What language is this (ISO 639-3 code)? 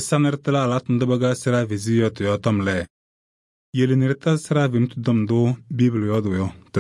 kbp